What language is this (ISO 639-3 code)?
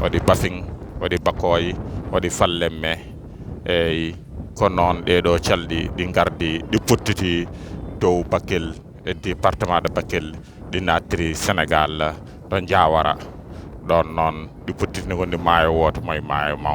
ful